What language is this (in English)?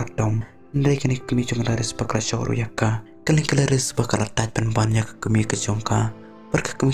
Khasi